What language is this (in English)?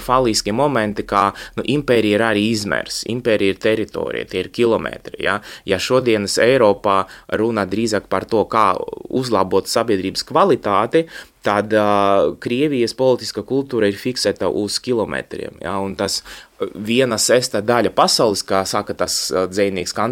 Latvian